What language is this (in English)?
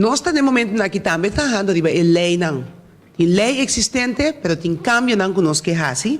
Papiamento